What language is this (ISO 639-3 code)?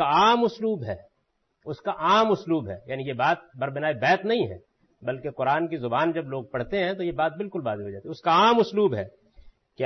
urd